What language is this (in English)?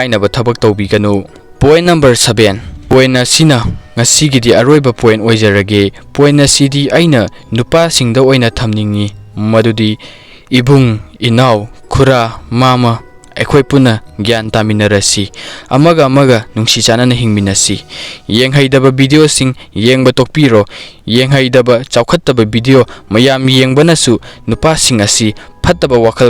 Manipuri